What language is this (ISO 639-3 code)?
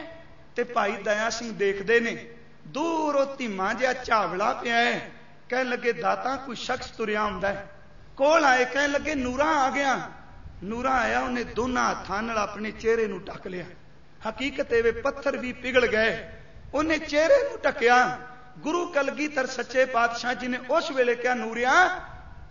pan